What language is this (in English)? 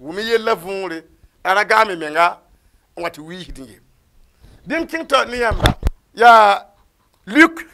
Mossi